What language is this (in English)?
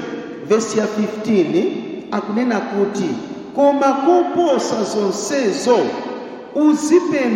Nyanja